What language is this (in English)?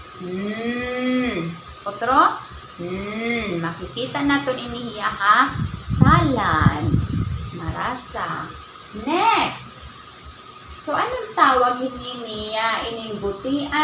Waray